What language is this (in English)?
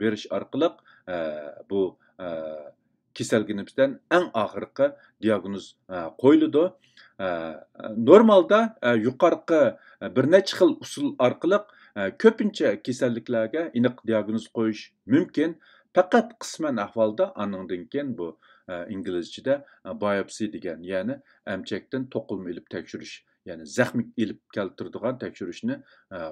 Uyghur